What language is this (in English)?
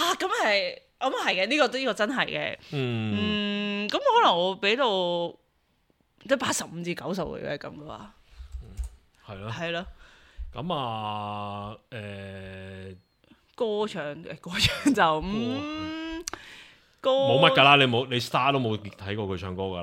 Cantonese